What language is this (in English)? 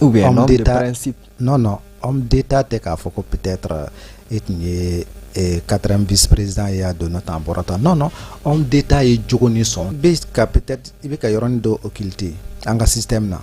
Bambara